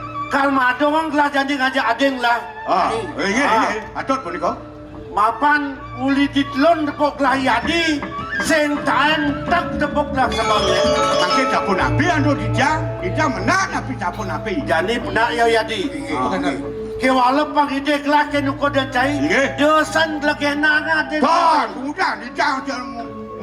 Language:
Balinese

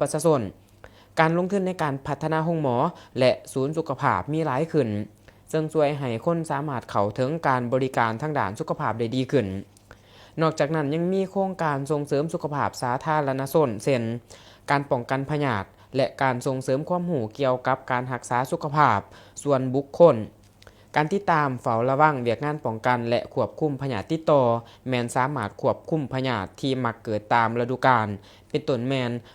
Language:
Lao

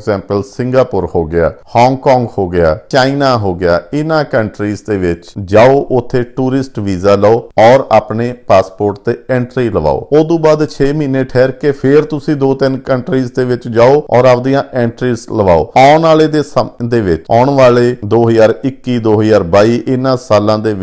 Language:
Punjabi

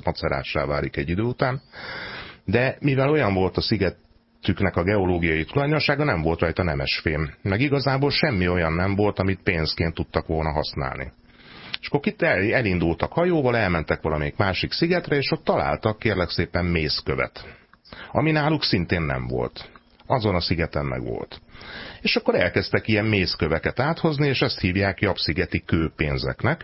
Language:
Hungarian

